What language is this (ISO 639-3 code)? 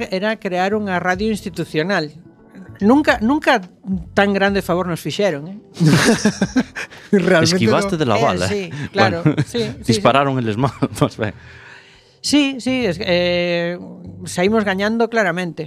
glg